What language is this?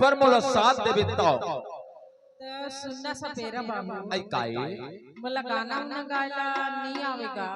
Chhattisgarhi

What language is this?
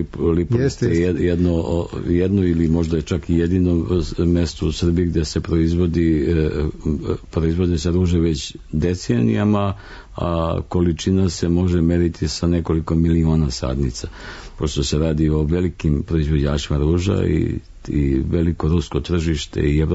Serbian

